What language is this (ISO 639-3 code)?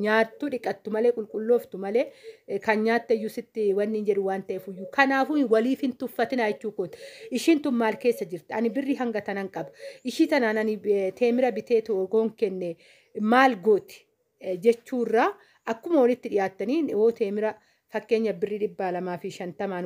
orm